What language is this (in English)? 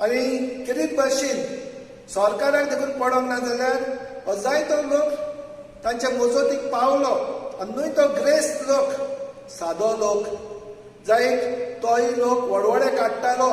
Konkani